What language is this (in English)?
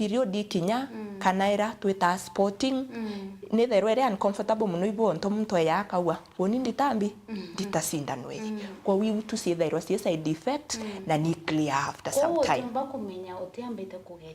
Meru